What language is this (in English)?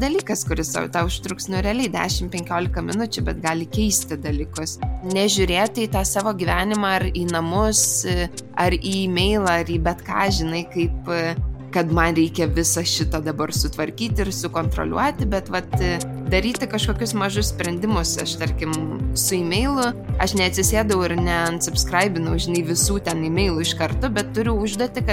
Lithuanian